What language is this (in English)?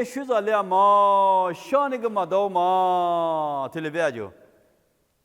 Lisu